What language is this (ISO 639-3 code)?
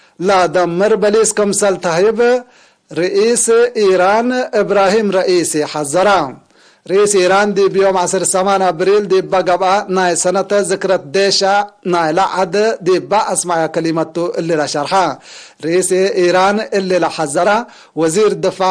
tig